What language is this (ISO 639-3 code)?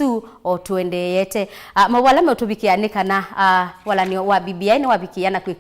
kam